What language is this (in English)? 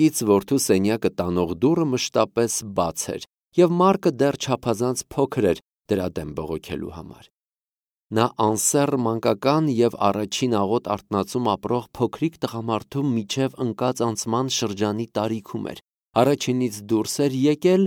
Armenian